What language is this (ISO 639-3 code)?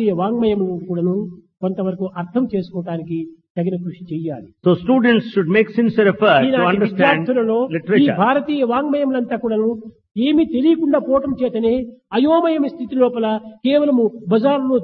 tel